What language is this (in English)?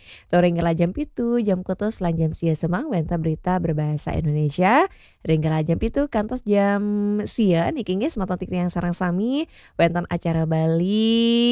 Balinese